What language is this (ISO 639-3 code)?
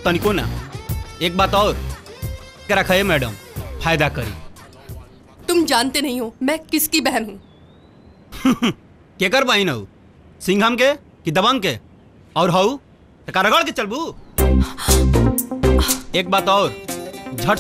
bho